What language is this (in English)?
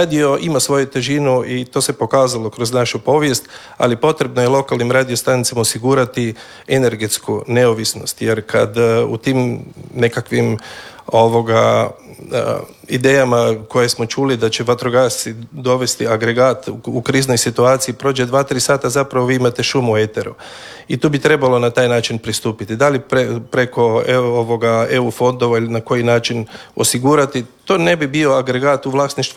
Croatian